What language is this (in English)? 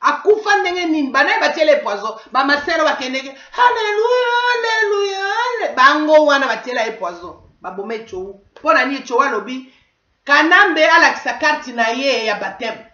Lingala